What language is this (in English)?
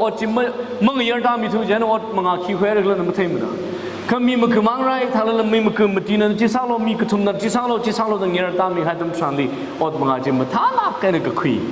Tangkhul Naga (India)